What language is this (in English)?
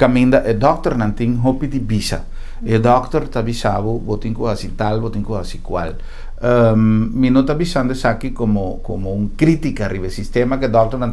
Papiamento